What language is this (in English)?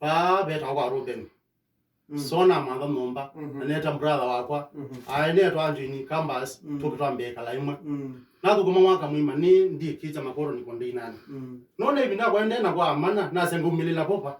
Kamba